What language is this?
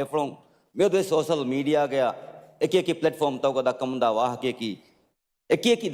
Divehi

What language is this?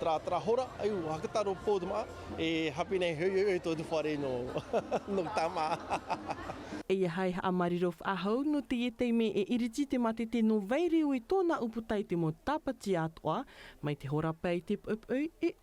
Tahitian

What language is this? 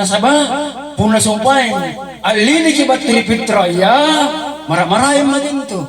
Makasar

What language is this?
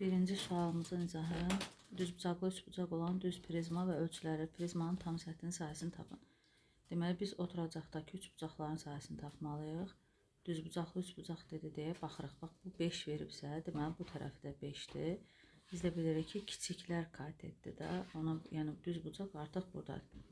Azerbaijani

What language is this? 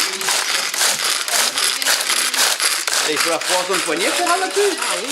Réunion Creole French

